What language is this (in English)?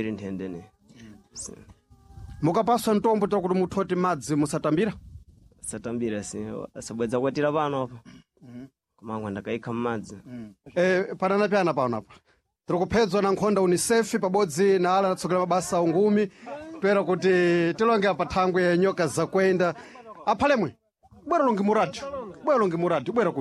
Sena